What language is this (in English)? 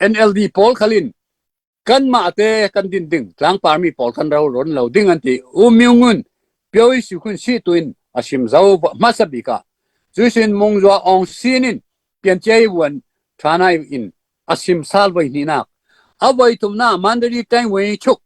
Falam Chin